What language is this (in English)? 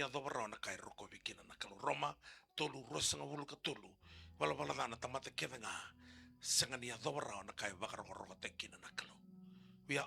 Fijian